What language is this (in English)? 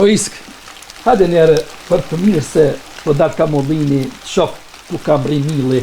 Albanian